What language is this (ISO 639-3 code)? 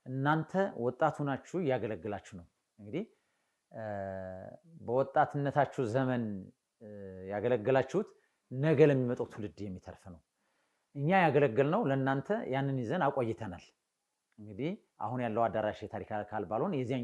amh